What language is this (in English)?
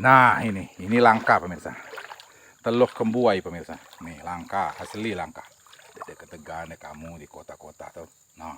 Musi